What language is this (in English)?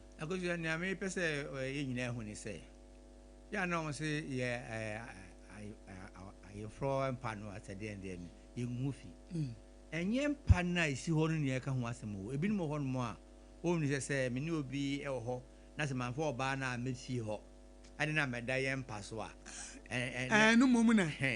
Akan